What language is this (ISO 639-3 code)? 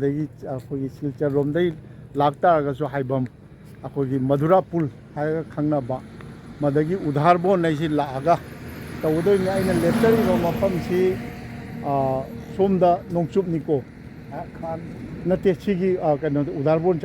mni